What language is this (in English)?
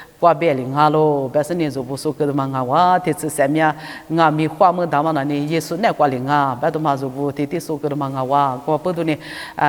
Lisu